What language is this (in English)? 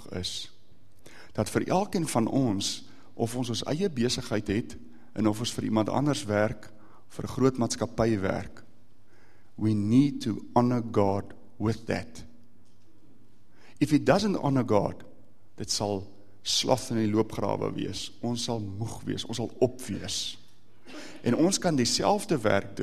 Afrikaans